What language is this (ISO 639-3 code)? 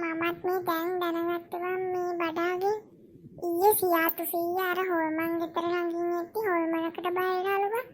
sin